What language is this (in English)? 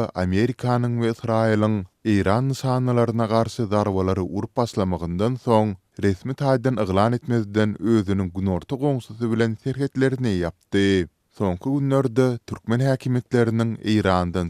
Turkmen